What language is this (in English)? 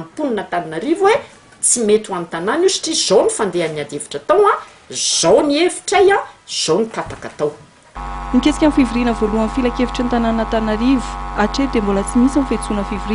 Malagasy